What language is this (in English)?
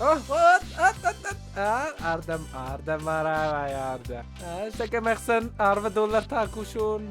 Ossetic